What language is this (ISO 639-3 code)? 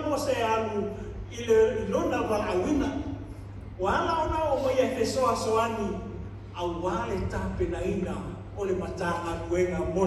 smo